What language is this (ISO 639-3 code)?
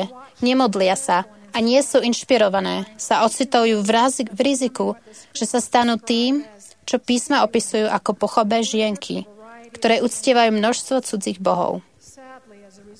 slk